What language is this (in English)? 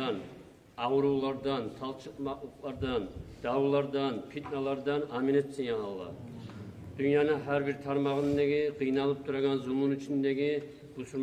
Kumyk